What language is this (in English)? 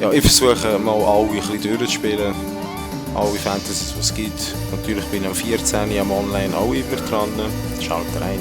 Swiss German